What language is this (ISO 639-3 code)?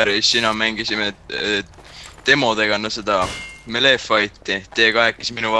est